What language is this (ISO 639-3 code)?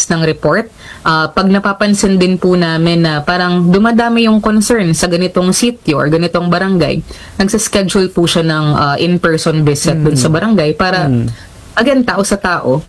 fil